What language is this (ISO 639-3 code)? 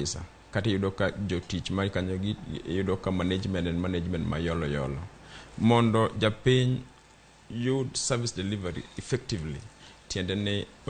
luo